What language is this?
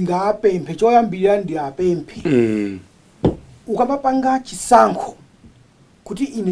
Nyanja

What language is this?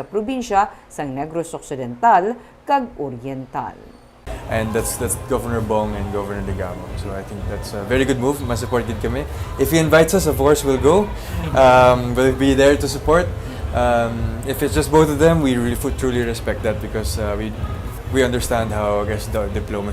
Hiligaynon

